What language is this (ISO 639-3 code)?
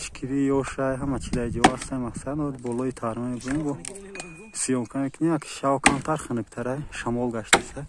tgk